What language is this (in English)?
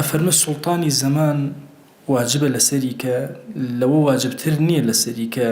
Central Kurdish